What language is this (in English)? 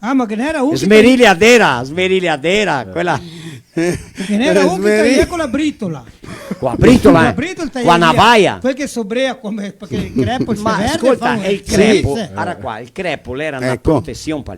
Venetian